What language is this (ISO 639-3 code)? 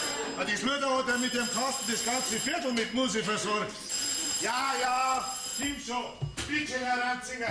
bar